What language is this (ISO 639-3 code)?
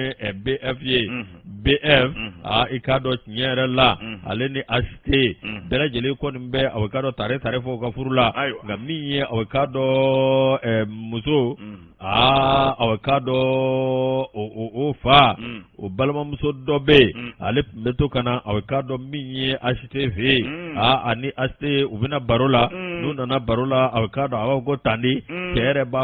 bam